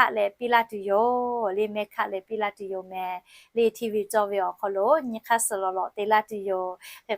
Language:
Lahu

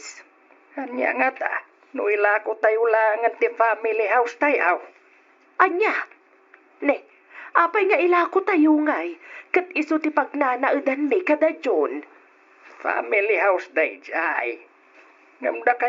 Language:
Iloko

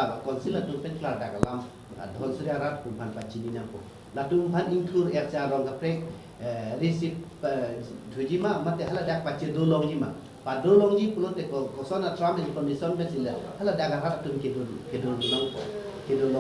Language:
Karbi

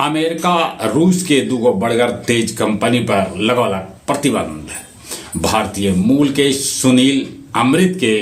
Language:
Magahi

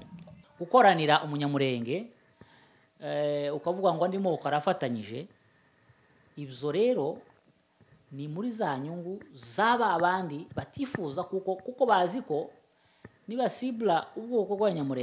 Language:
Kinyarwanda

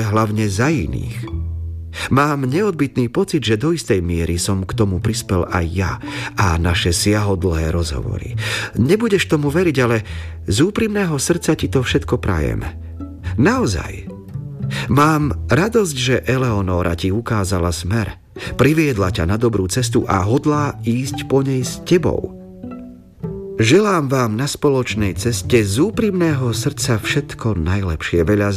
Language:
Slovak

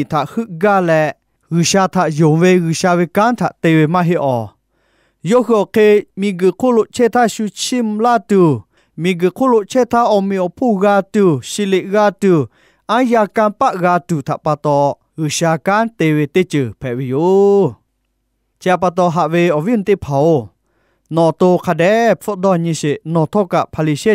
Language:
Lahu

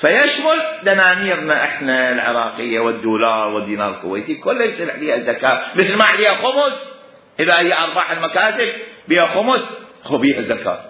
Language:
Mesopotamian Arabic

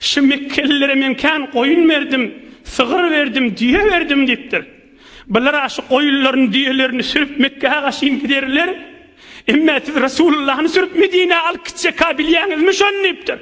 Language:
Turkmen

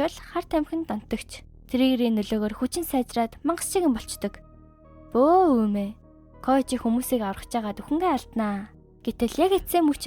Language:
Mongolian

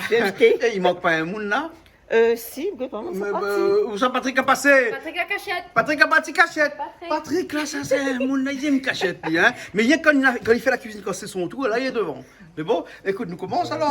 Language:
Réunion Creole French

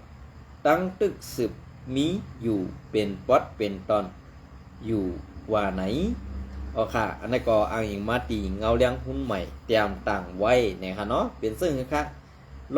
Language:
Shan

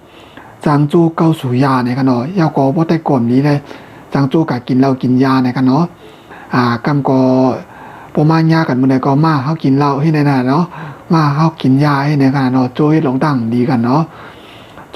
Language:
Shan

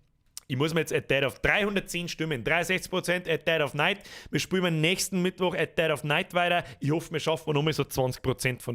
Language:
Bavarian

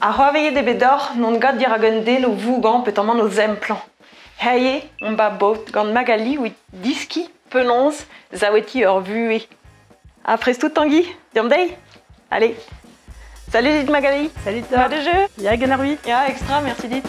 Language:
Breton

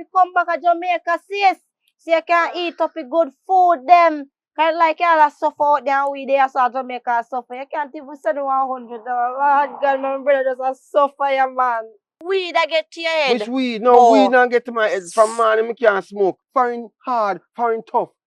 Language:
Jamaican Creole English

